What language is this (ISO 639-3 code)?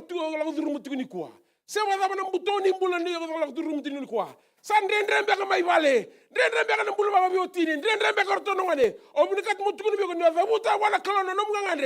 fij